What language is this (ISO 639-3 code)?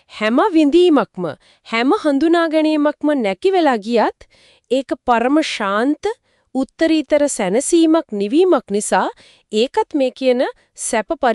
sin